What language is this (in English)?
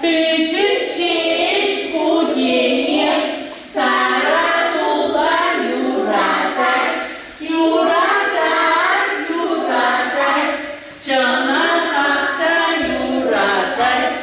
Chuvash